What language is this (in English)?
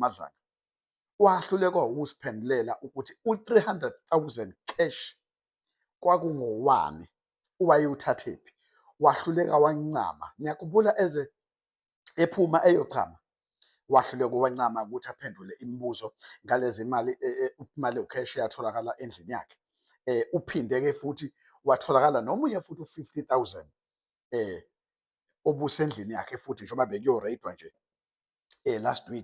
Zulu